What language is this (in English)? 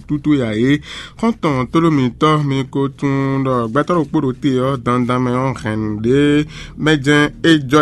Fon